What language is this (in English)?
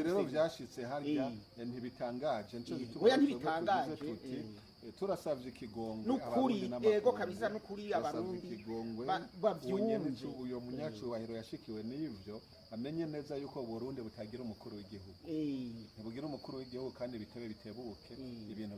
Rundi